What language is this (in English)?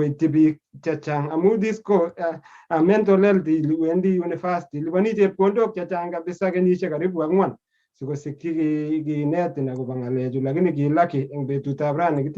Kalenjin